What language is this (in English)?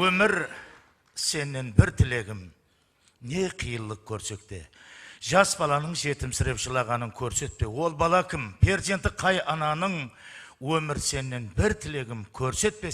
Kara-Kalpak